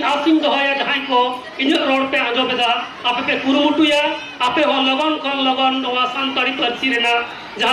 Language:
Santali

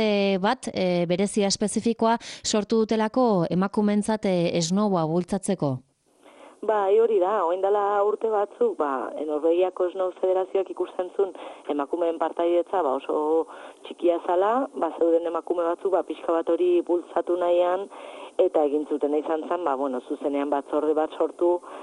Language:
Basque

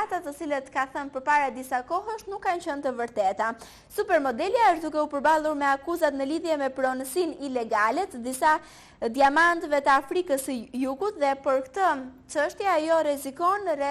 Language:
Albanian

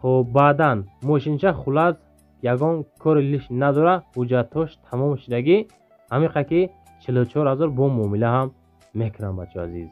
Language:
Tajik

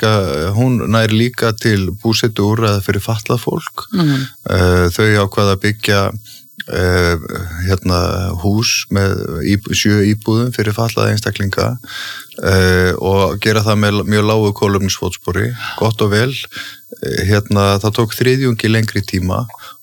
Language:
Icelandic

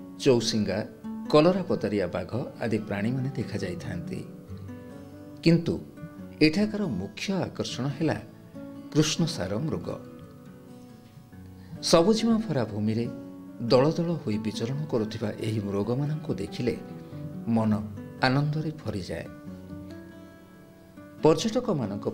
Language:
Odia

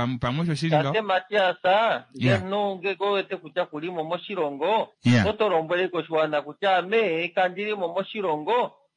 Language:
Kuanyama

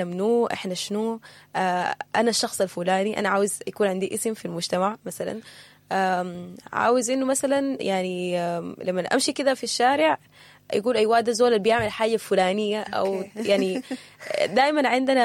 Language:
Sudanese Arabic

